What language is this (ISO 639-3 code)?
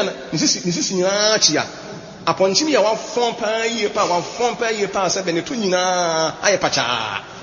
aka